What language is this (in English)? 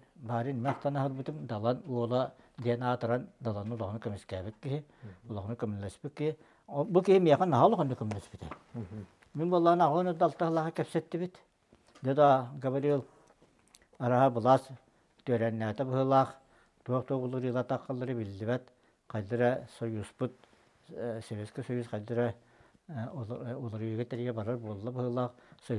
Yakut